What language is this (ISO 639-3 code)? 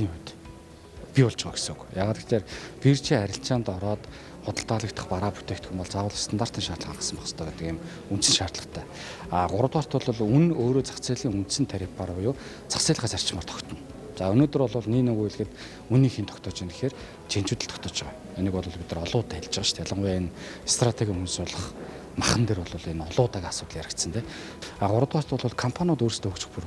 mon